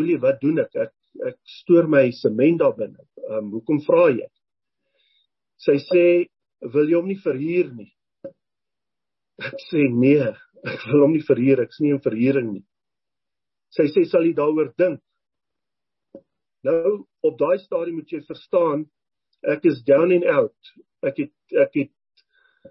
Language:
Afrikaans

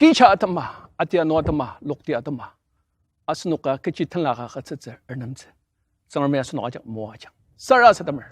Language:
Ao Naga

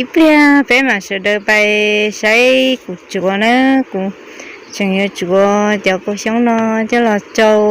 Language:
Hmong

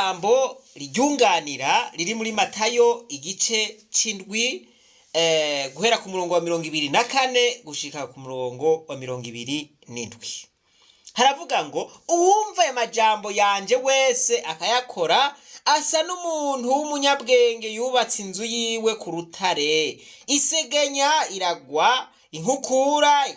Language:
Rundi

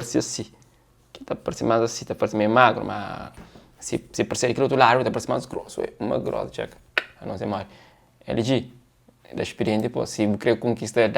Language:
Kabuverdianu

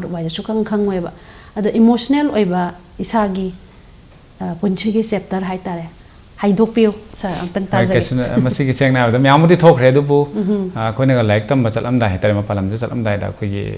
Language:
Manipuri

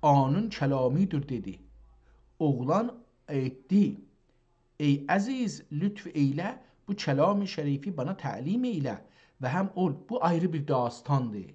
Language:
South Azerbaijani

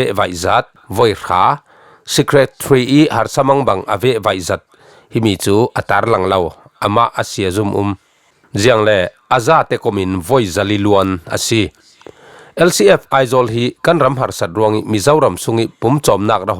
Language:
Falam Chin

